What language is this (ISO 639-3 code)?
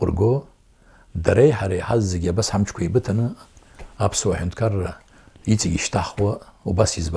abk